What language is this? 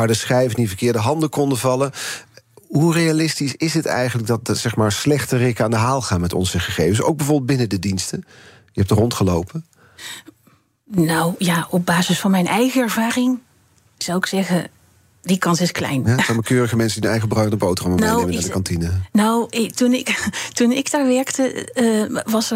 Dutch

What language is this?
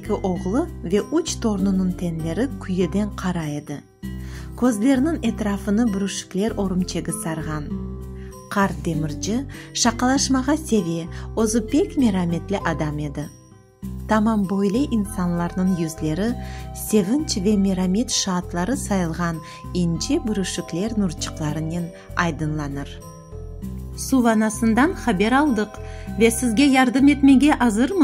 Crimean Tatar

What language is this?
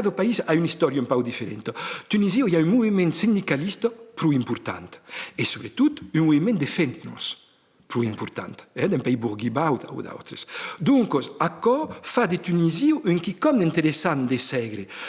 Occitan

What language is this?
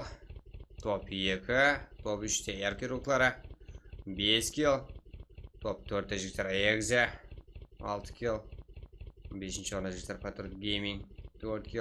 Kara-Kalpak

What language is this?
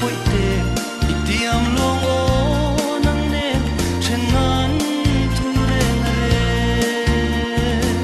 Mizo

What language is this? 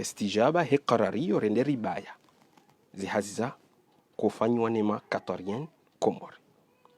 Ngazidja Comorian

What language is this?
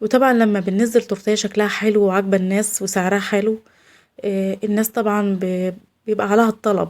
Egyptian Arabic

